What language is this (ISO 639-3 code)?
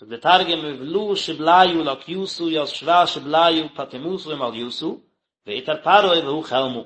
yid